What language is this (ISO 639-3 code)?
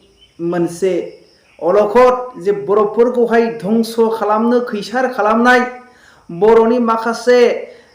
brx